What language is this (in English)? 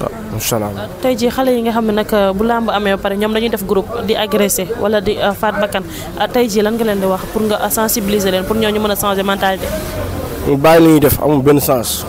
Wolof